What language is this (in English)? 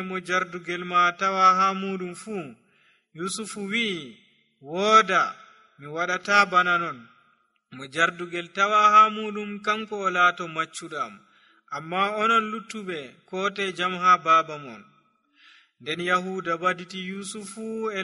Nigerian Fulfulde